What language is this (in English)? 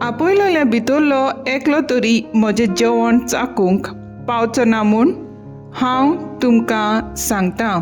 Konkani